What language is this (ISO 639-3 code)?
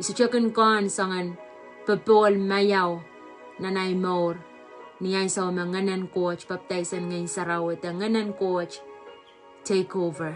pon